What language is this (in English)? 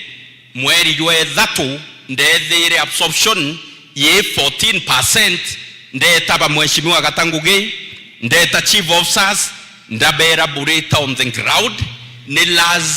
Meru